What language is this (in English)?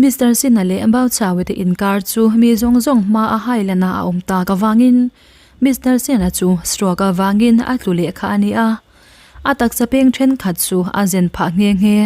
Mizo